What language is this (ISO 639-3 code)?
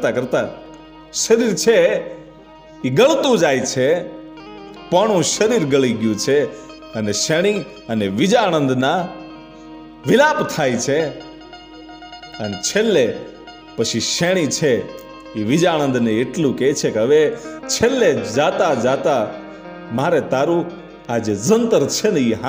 guj